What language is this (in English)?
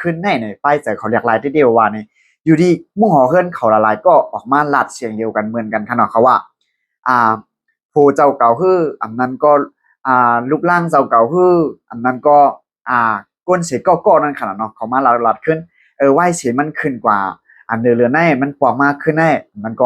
Shan